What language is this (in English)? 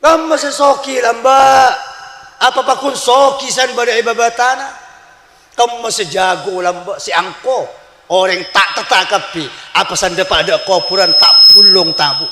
Madurese